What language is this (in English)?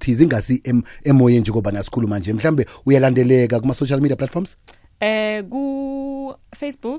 South Ndebele